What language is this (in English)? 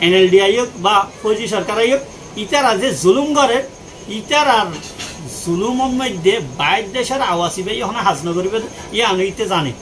Rohingya